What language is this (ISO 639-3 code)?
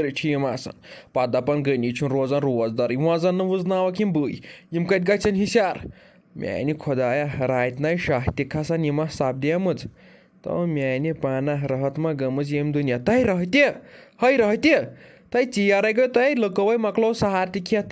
kas